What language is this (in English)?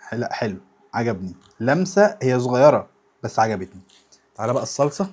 Egyptian Arabic